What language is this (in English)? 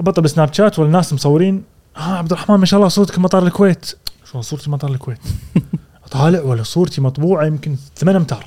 Gulf Arabic